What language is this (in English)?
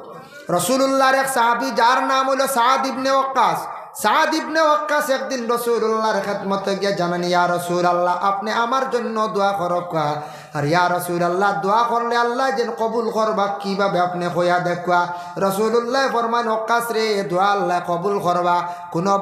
Sylheti